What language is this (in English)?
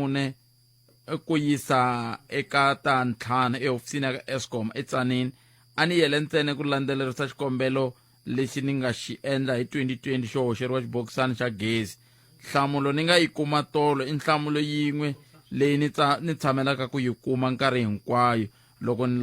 Tsonga